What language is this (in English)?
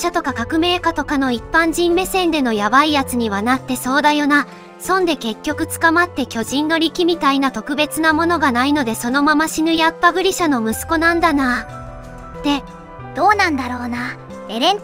Japanese